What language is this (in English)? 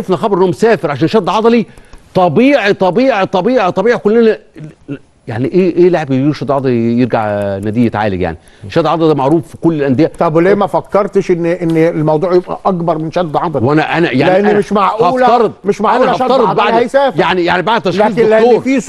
Egyptian Arabic